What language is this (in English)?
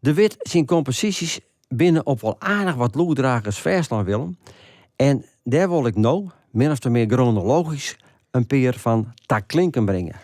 Western Frisian